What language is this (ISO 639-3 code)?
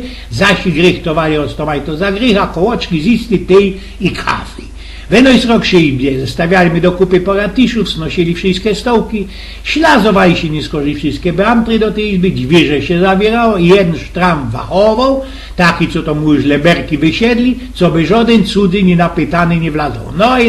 szl